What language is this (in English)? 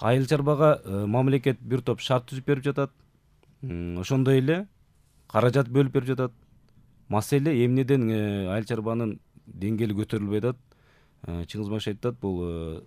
Kyrgyz